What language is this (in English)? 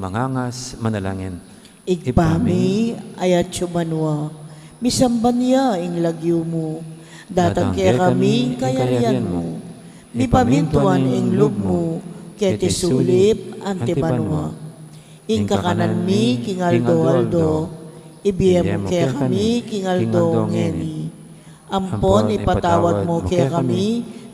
Pampanga